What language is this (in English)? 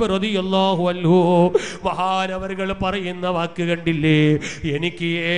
Malayalam